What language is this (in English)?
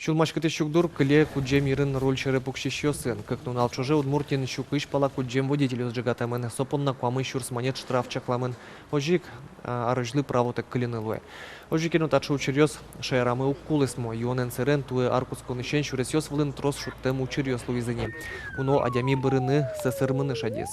Udmurt